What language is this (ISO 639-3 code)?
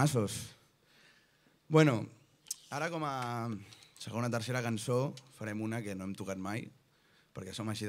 cat